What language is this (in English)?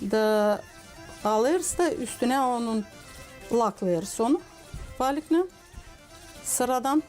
Gagauz